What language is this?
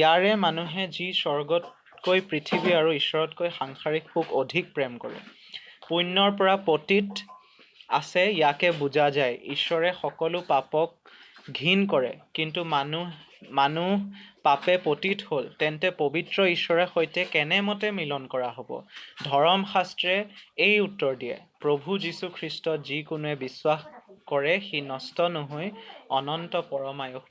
Assamese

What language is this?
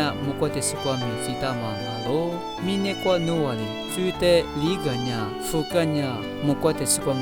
Lisu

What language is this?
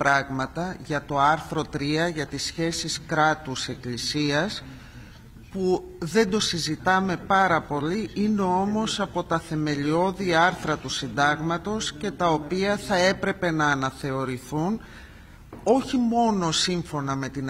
Greek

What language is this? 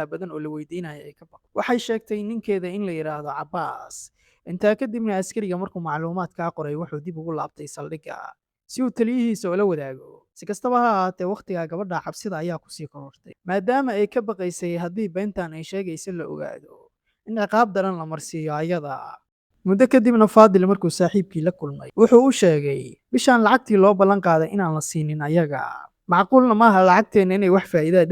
Somali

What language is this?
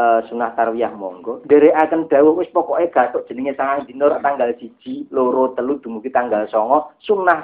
Javanese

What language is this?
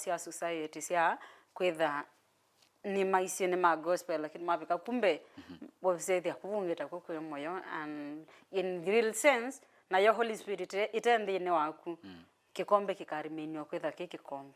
Kamba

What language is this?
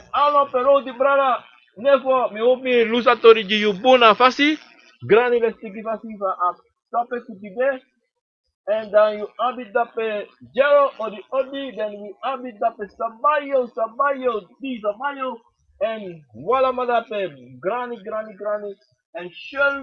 Sranan Tongo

